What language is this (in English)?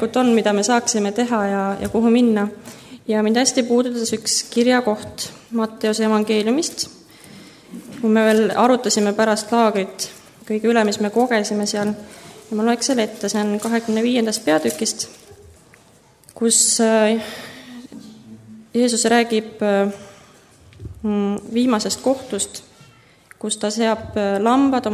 Estonian